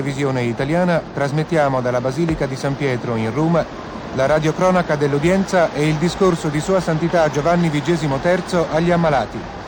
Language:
Italian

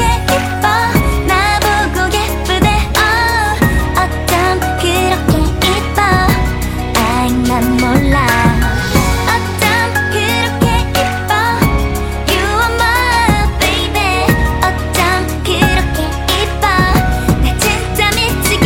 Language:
Korean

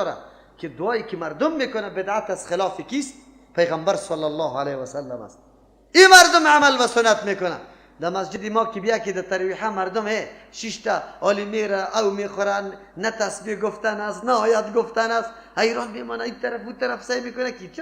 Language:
Persian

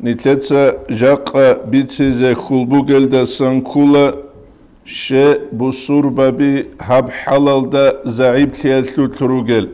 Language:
Avaric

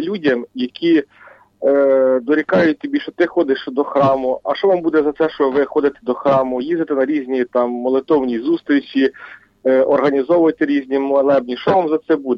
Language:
Ukrainian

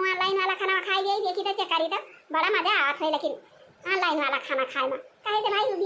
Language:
Awadhi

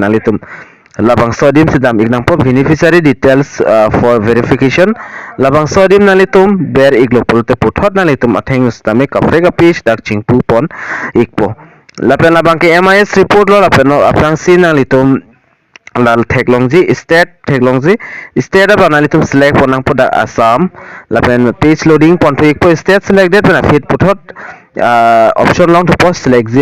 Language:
Karbi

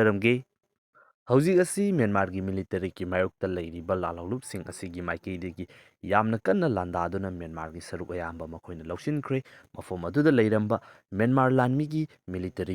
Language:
Manipuri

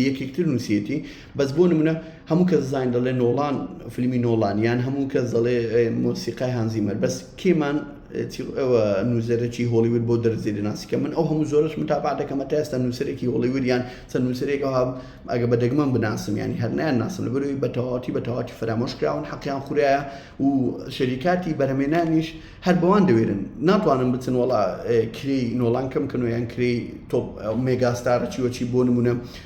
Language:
Central Kurdish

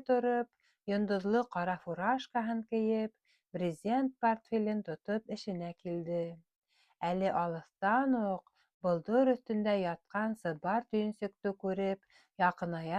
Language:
Bashkir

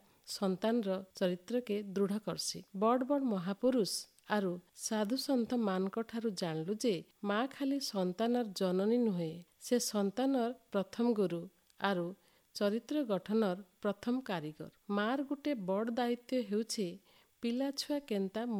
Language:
Odia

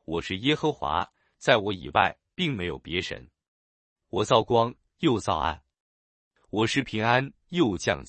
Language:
Chinese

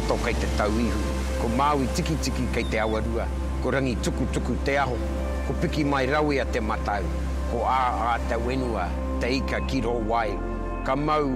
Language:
Māori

